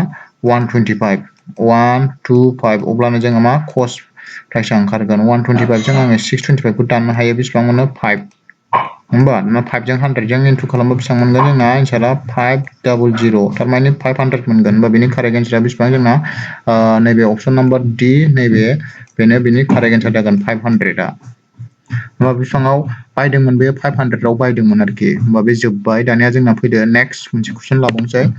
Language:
Bodo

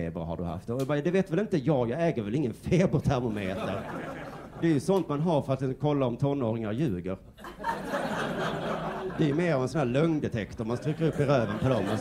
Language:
Swedish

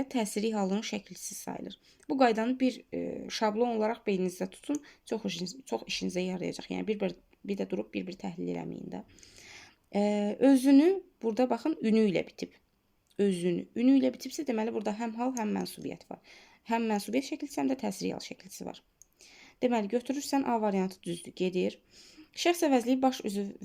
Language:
Azerbaijani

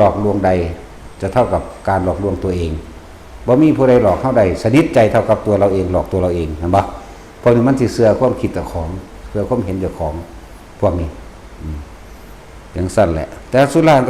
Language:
Northeastern Thai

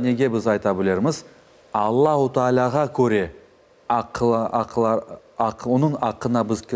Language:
Crimean Tatar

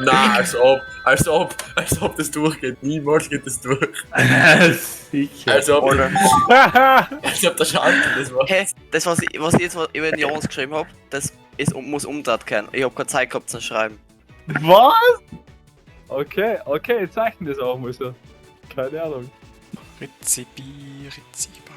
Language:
Bavarian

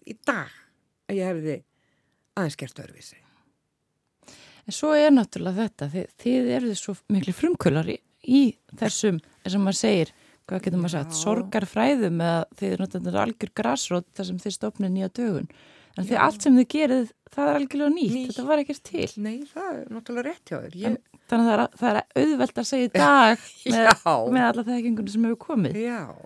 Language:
Icelandic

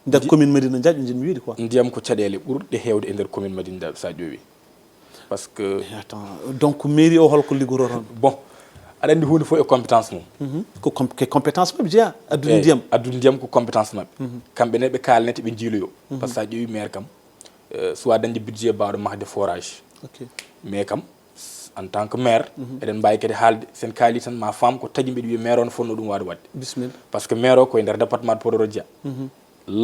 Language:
Fula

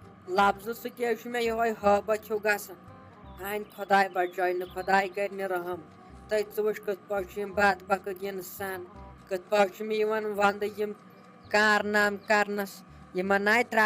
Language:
Kashmiri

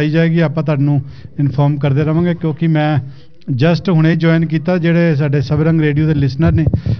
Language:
Punjabi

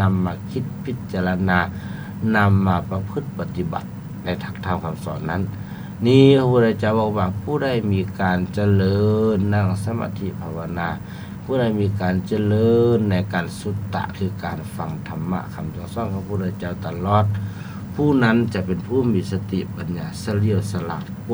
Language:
Lao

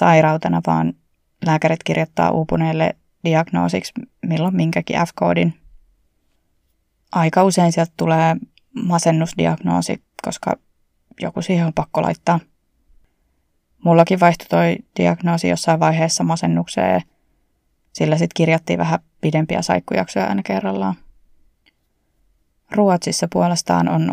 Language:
Finnish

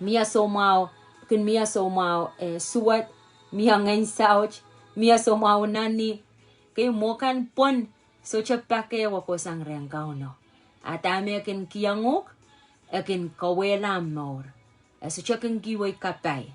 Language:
Pohnpeian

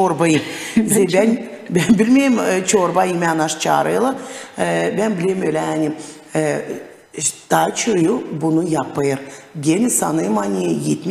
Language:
Gagauz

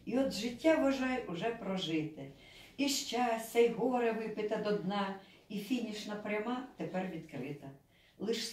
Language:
Ukrainian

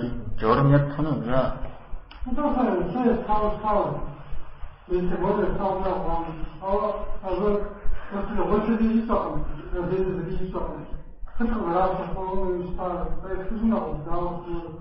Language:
Kabardian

